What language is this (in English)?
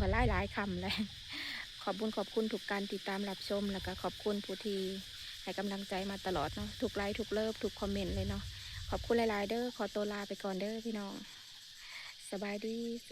Lao